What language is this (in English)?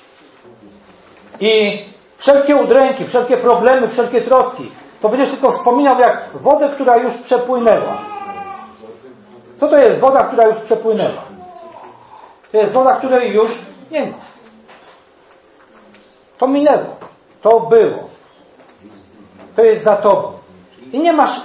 Polish